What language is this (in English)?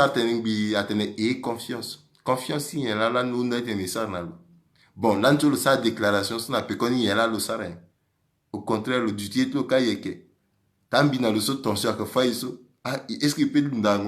Sango